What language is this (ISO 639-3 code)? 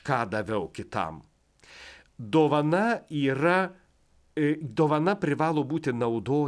lit